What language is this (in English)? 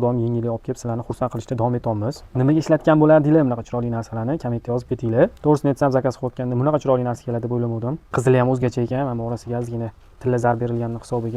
Uzbek